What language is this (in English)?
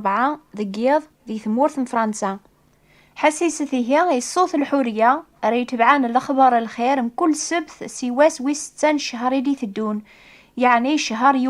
Kabyle